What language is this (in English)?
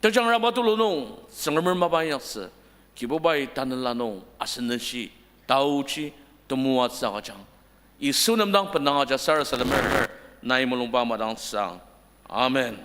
Ao Naga